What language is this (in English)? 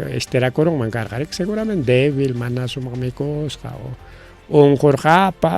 Ayacucho Quechua